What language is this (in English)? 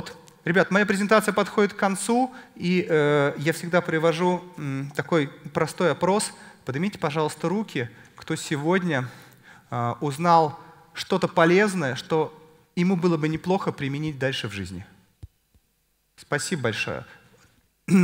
Russian